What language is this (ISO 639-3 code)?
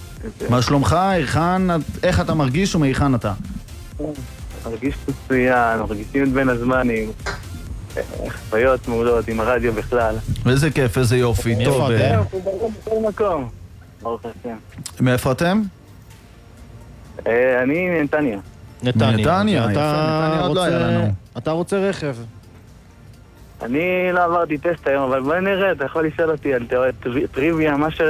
heb